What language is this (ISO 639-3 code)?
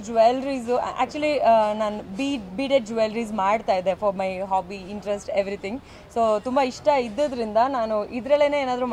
kan